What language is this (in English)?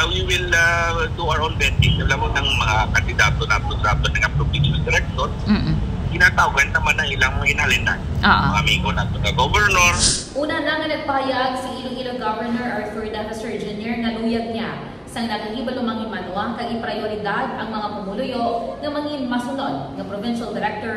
Hiligaynon